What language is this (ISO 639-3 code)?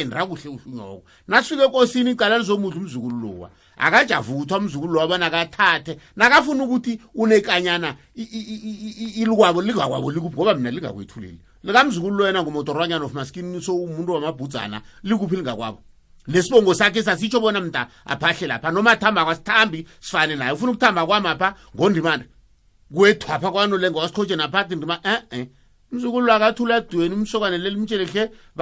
nbl